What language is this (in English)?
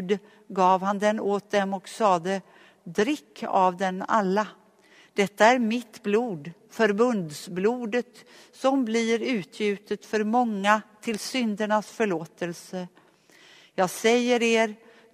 Swedish